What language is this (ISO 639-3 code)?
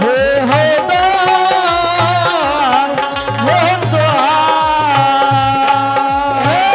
anp